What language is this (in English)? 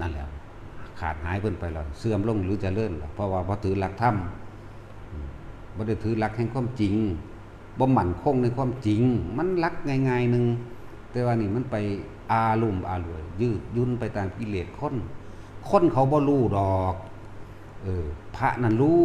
Northeastern Thai